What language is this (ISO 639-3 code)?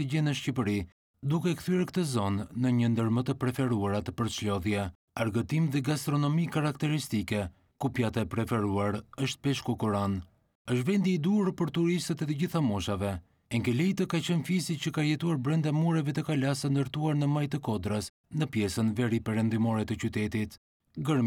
sqi